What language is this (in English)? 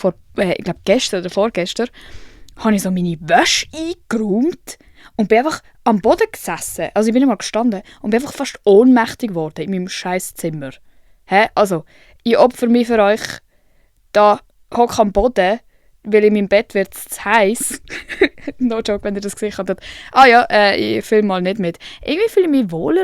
Swiss German